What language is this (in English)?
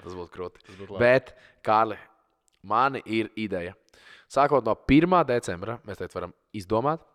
Latvian